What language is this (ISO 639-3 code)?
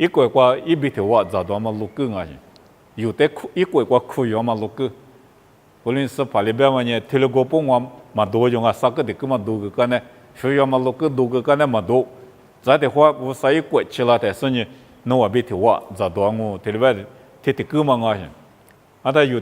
lis